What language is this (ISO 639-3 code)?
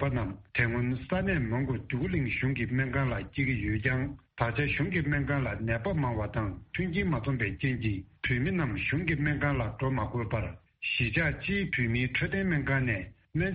bod